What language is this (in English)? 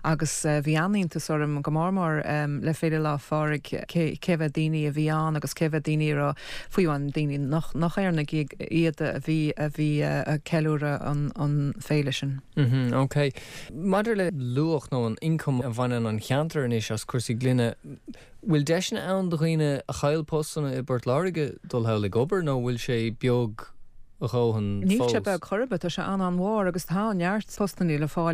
Irish